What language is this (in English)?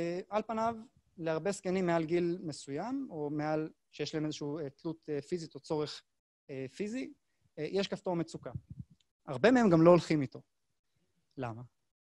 Hebrew